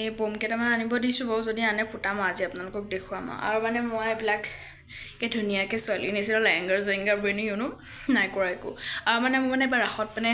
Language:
Assamese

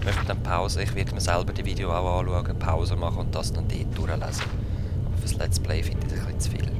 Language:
Swiss German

